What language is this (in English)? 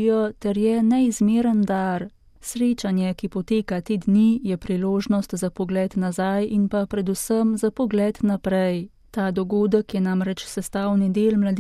Slovenian